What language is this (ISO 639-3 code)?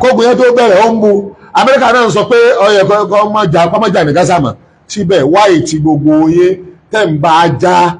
yor